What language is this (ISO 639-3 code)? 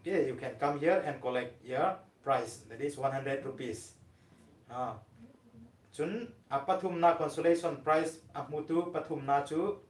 hmr